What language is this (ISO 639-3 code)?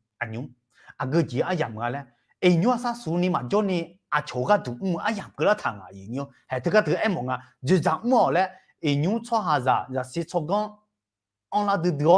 ahk